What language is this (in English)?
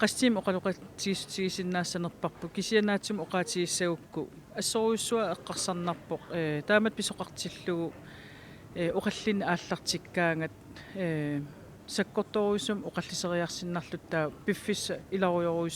Kalaallisut